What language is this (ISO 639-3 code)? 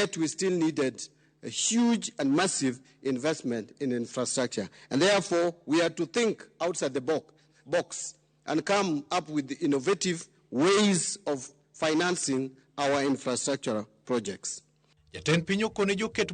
luo